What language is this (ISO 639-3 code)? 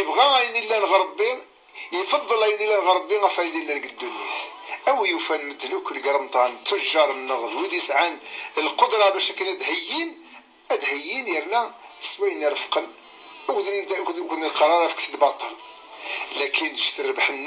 kab